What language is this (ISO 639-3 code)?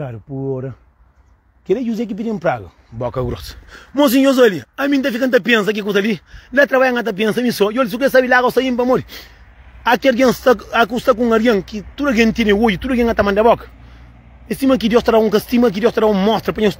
kea